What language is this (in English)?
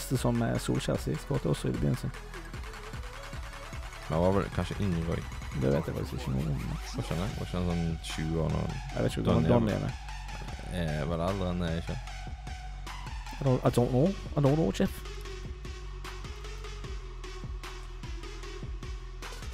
Norwegian